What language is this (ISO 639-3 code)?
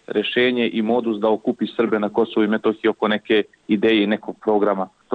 srp